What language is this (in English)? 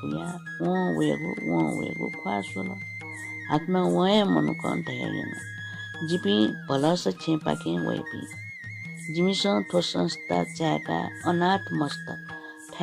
Newari